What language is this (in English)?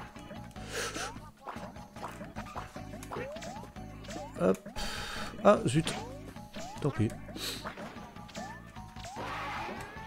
French